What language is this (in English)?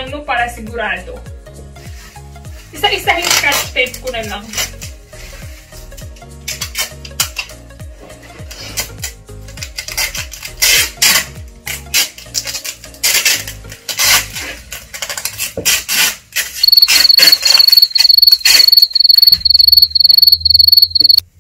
Filipino